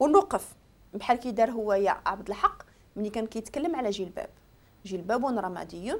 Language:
Moroccan Arabic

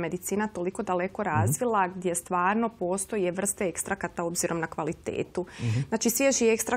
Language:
Croatian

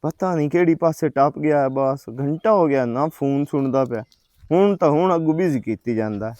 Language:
Western Panjabi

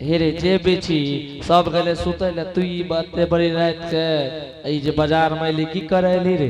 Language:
Angika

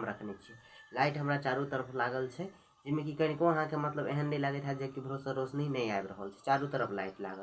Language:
Maithili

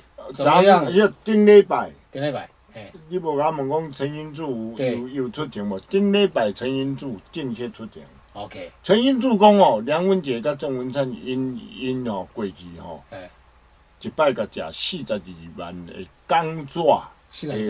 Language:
Chinese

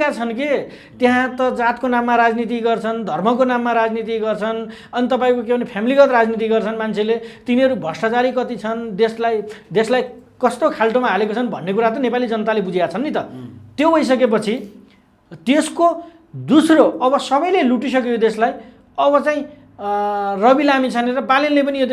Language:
Nepali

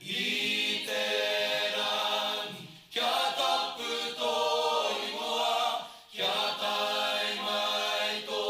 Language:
Māori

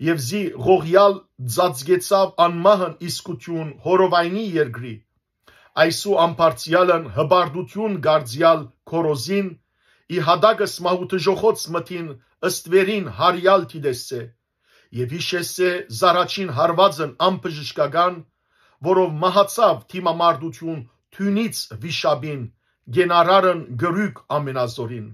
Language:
Western Armenian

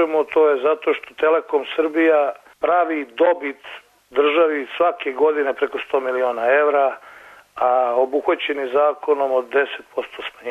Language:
Serbian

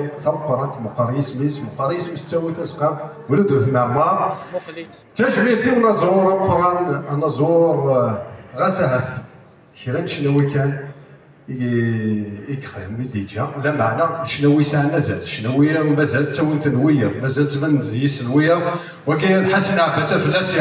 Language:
Kabyle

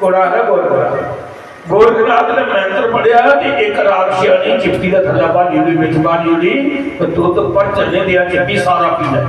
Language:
Dogri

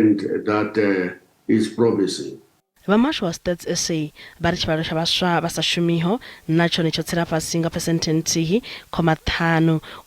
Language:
Venda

